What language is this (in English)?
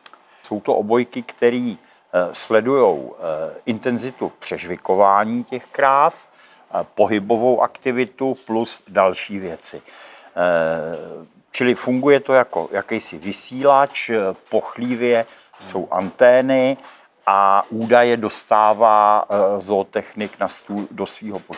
Czech